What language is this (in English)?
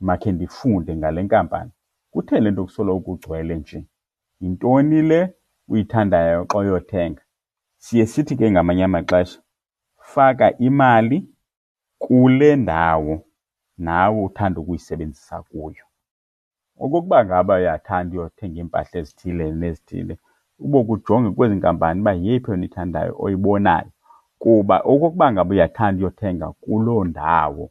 Xhosa